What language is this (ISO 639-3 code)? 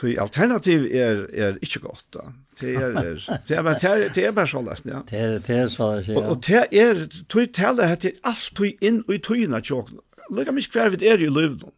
fao